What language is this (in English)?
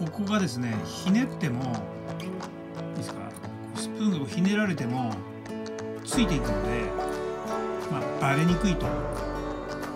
Japanese